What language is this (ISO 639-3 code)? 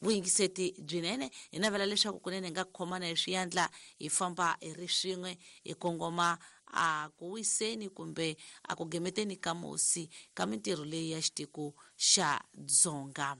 tso